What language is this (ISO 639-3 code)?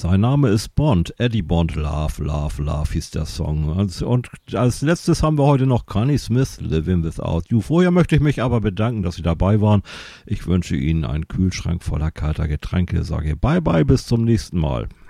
deu